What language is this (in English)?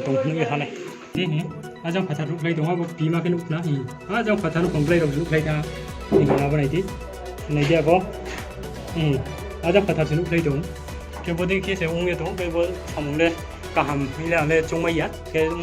Riang (India)